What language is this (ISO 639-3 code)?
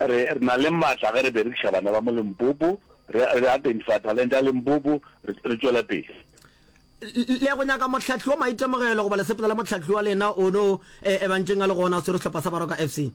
nso